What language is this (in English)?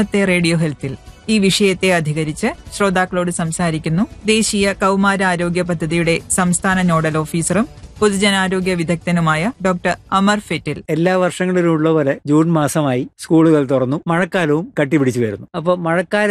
Malayalam